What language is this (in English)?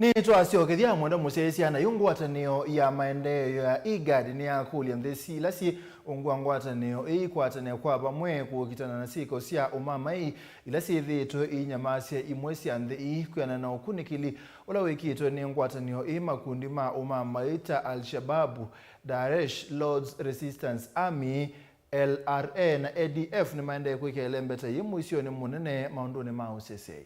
Kamba